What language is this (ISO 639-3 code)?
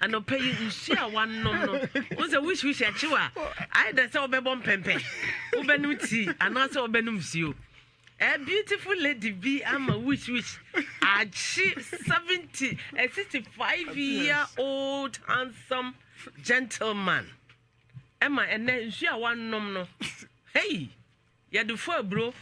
aka